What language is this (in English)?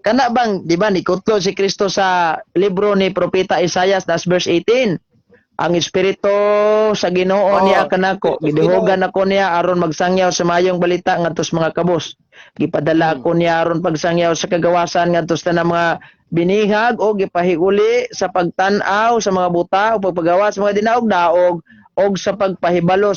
Cebuano